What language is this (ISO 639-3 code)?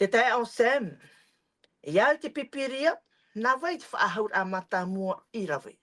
tah